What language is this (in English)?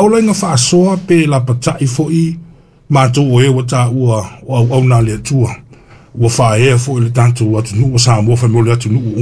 Samoan